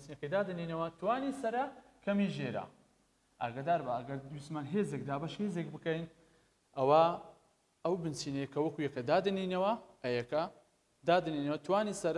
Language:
Central Kurdish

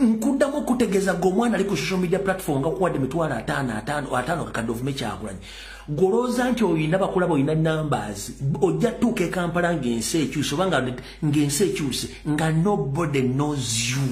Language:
Ganda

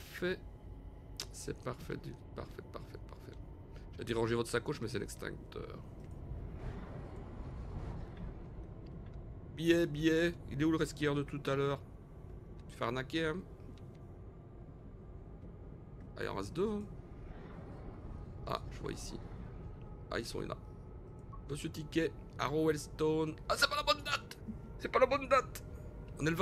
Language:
French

